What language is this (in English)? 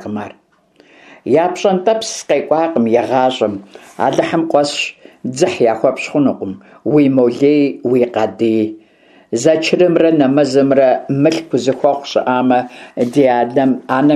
Kabardian